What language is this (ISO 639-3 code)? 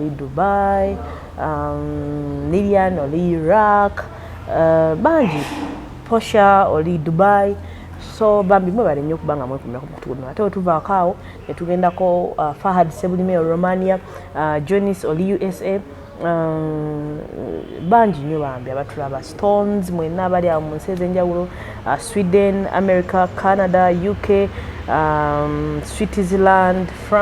lug